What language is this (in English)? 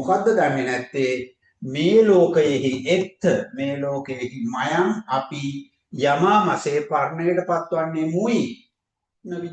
Sinhala